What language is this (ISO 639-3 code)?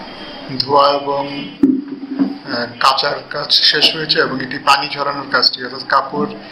ben